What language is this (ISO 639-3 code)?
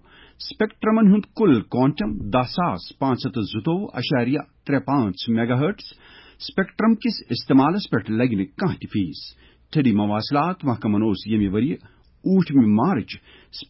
kas